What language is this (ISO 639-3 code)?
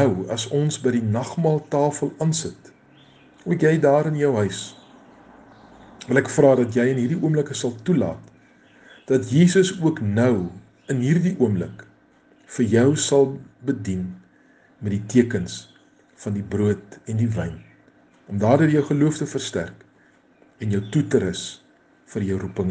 afr